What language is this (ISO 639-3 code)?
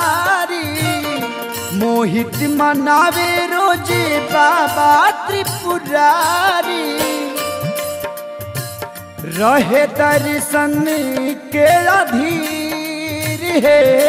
bho